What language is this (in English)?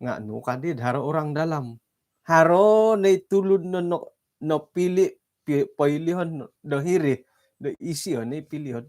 Central Dusun